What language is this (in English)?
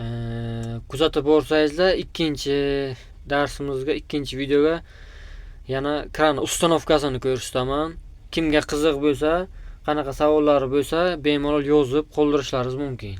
Uzbek